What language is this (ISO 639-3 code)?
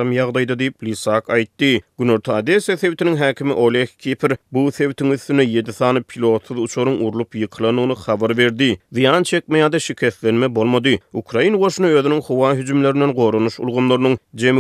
tuk